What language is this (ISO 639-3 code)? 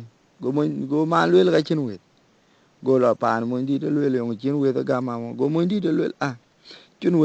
din